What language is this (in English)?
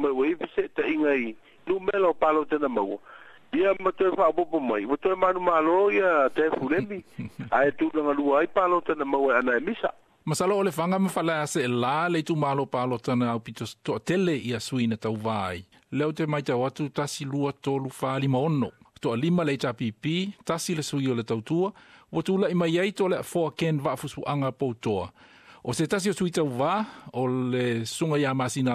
Samoan